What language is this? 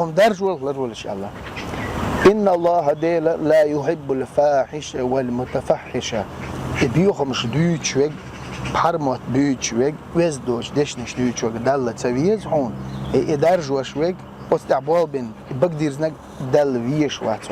Chechen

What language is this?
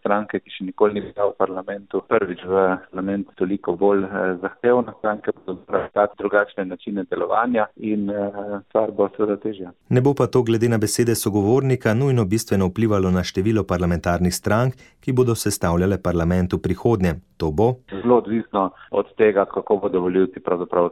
Slovenian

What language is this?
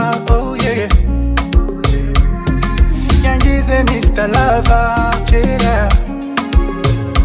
Kinyarwanda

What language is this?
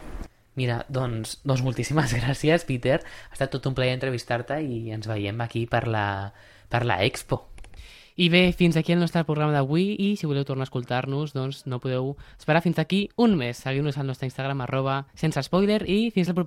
Catalan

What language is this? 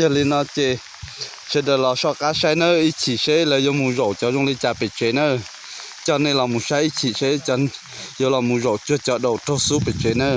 Hmong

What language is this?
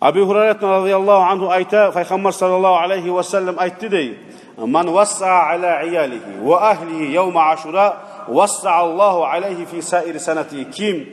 Kumyk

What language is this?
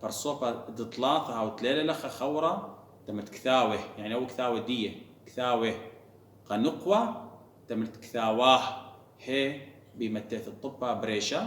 Assyrian Neo-Aramaic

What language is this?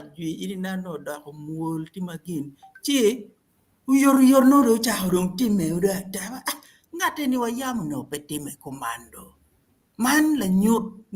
Acoli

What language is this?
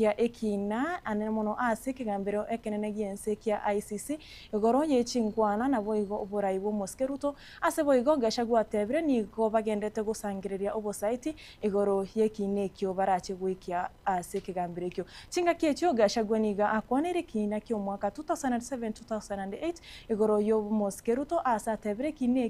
Gusii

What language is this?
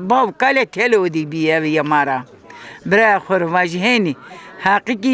Zaza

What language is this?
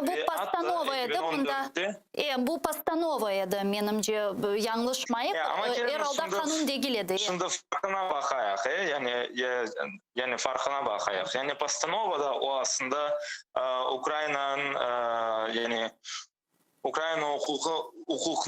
Crimean Tatar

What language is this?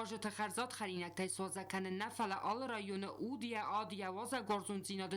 Ossetic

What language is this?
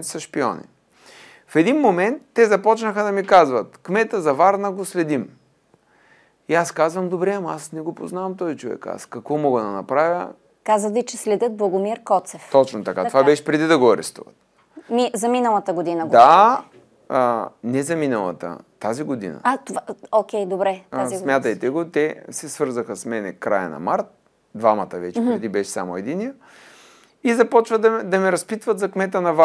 Bulgarian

